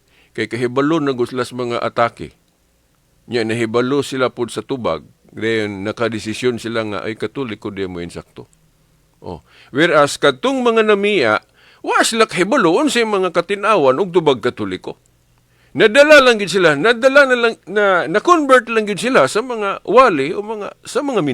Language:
Cebuano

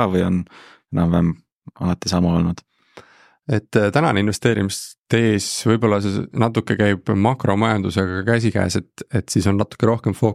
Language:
Estonian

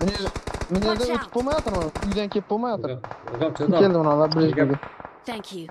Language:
Kara-Kalpak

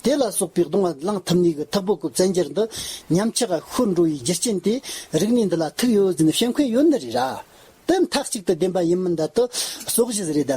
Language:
Amdo Tibetan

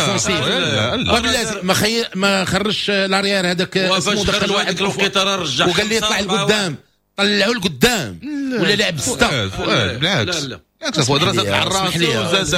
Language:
Moroccan Arabic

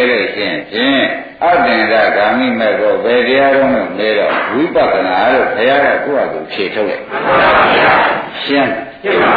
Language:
Burmese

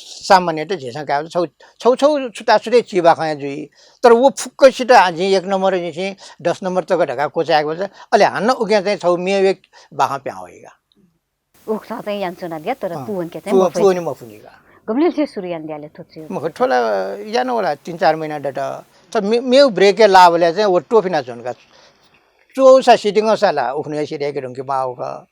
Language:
Newari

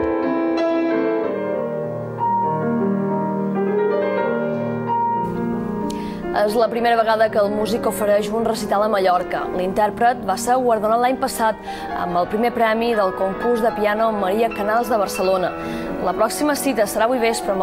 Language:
Catalan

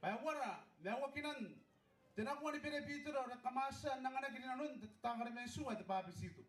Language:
Gilbertese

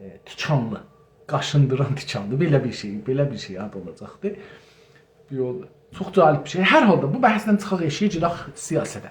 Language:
South Azerbaijani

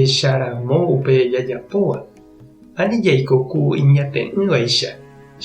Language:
Guarani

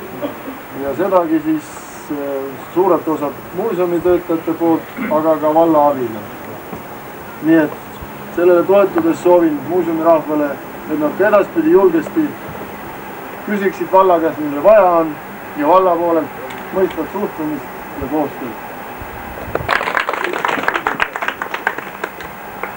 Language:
Estonian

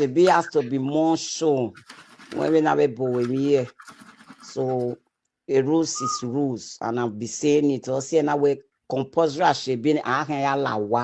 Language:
Nigerian Pidgin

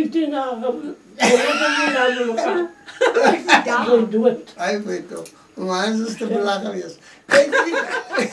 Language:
Afrikaans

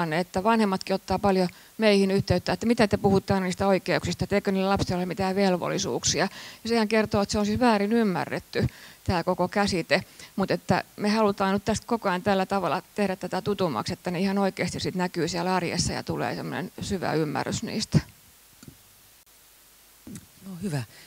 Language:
Finnish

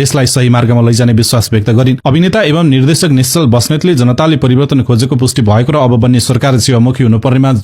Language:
Nepali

